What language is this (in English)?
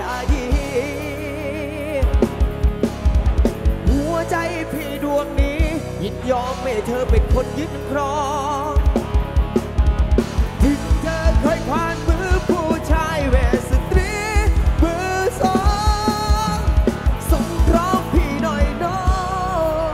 Thai